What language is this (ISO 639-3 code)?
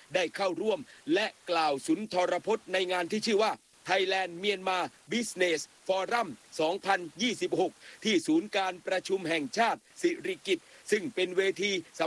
tha